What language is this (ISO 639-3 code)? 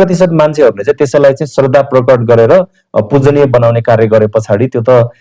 nep